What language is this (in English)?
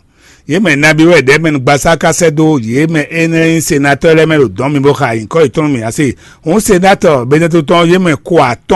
Fon